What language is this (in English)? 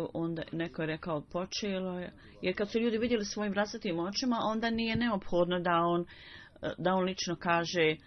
Bosnian